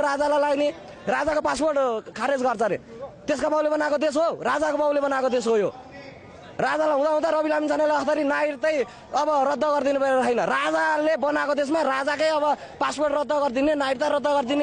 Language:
Nepali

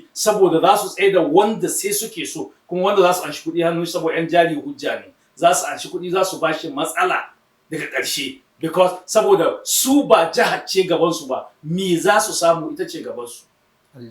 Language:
Hausa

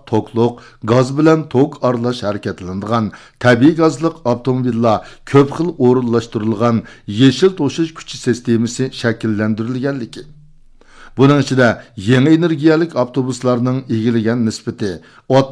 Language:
Uyghur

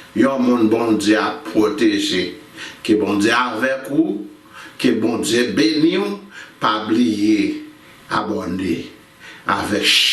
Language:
Haitian Creole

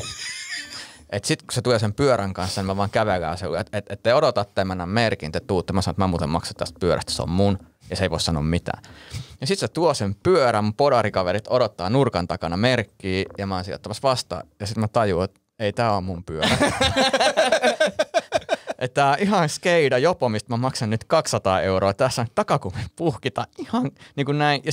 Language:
Finnish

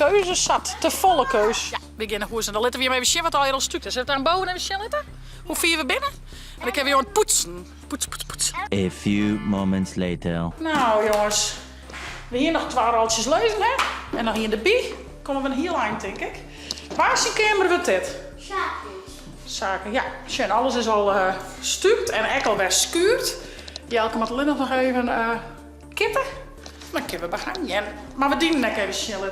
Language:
Western Frisian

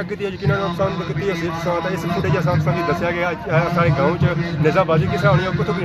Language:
Pahari-Potwari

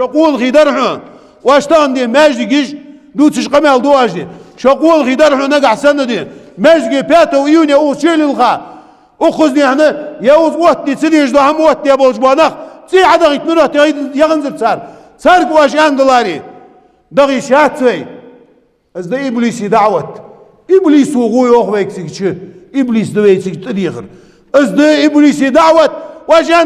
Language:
Ingush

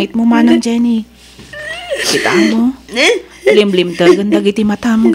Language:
Iloko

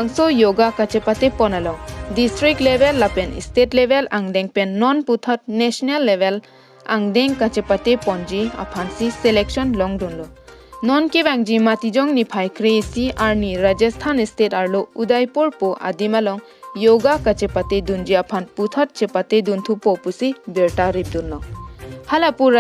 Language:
Karbi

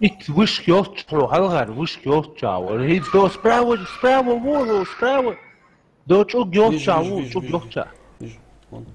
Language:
Ingush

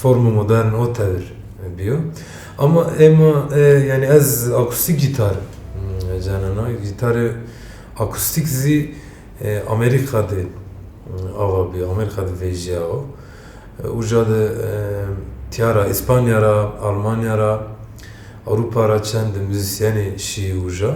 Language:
Zaza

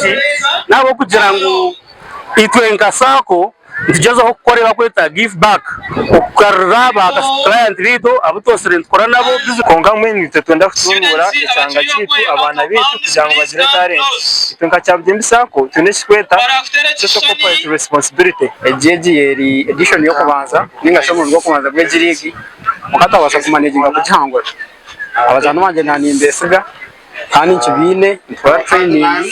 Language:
Nyankole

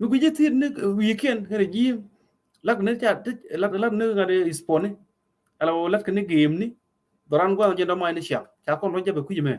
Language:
Nuer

